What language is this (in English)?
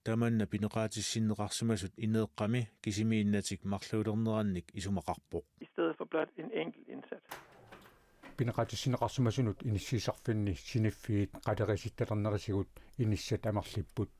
Kalaallisut